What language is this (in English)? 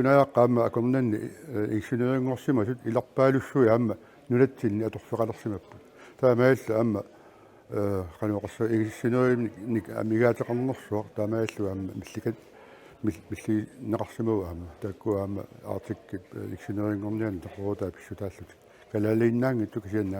Kalaallisut